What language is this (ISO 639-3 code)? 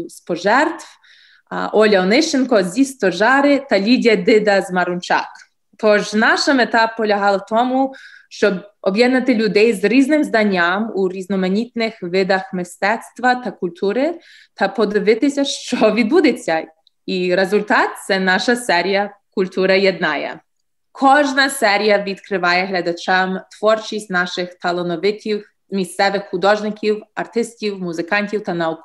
ukr